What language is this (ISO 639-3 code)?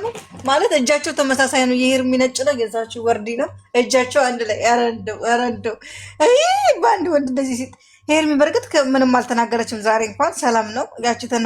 amh